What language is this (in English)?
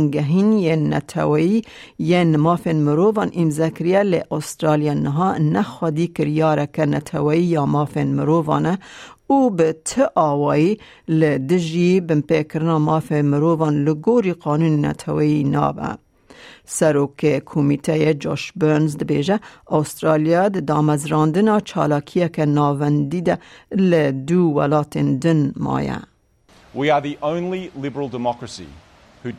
Kurdish